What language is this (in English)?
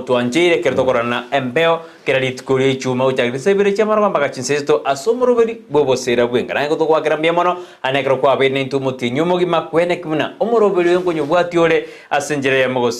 Gusii